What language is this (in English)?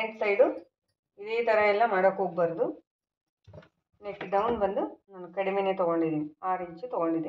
Kannada